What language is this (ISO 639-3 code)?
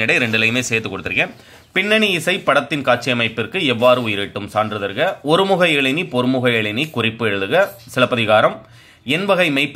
tam